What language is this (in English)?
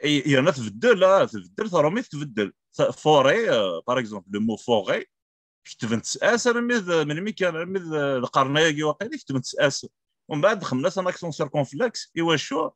Kabyle